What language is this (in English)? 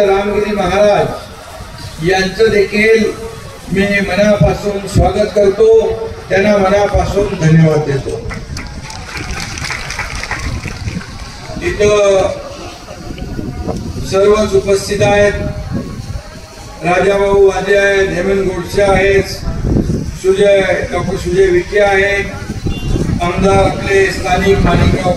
Marathi